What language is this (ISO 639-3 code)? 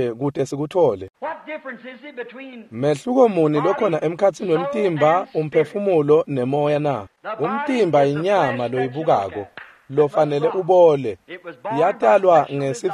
ssw